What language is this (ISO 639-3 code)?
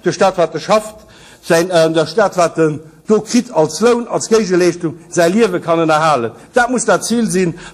ltz